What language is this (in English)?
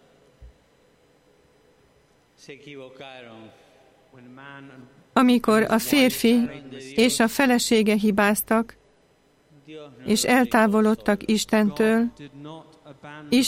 Hungarian